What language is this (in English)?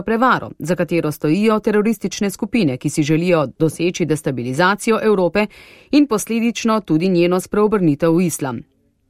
Slovenian